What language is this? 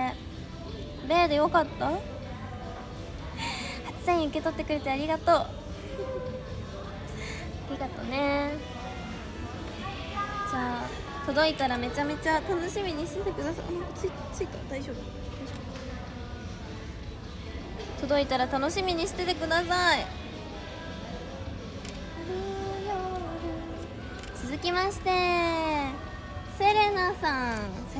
Japanese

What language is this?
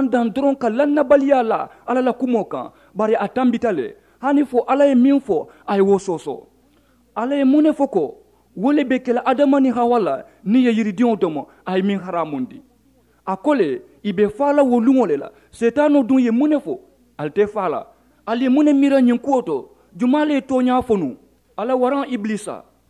Mandingo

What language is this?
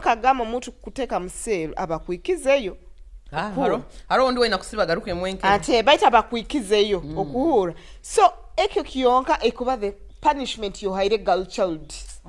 Nyoro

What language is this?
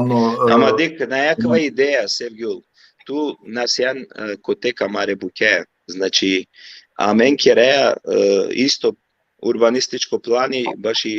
Balkan Romani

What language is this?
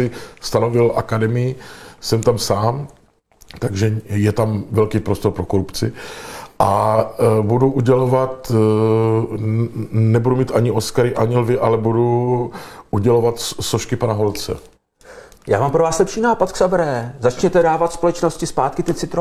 Czech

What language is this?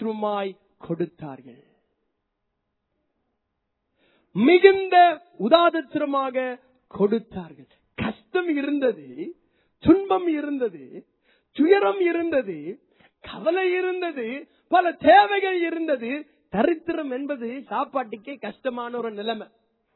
Tamil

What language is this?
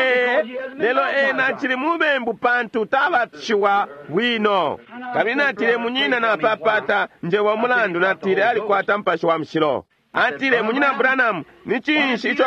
Bemba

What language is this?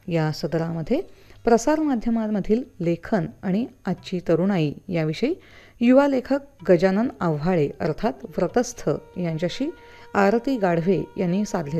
Marathi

